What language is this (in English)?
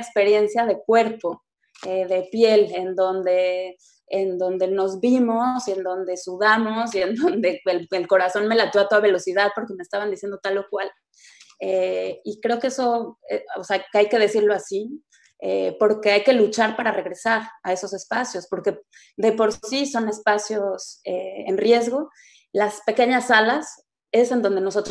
Spanish